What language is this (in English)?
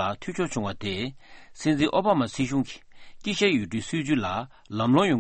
Tibetan